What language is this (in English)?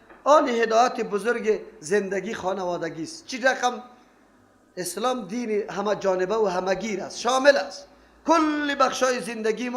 Persian